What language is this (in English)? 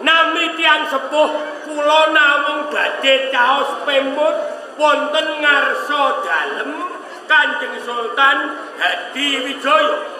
Javanese